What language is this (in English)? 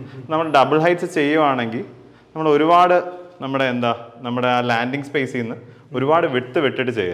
Malayalam